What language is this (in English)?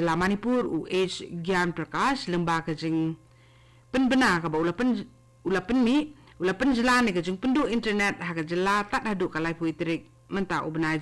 Khasi